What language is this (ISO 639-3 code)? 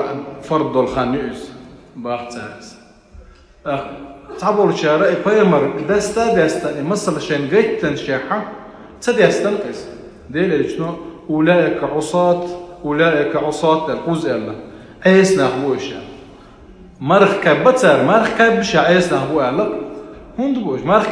che